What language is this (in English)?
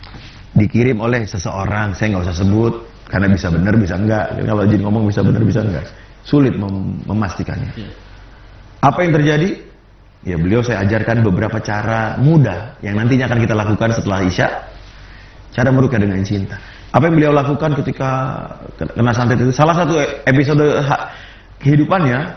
Indonesian